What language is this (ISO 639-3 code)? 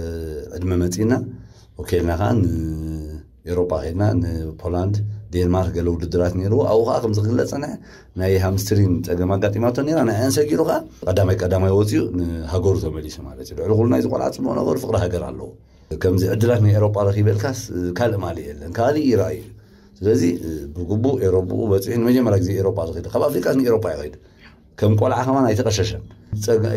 tir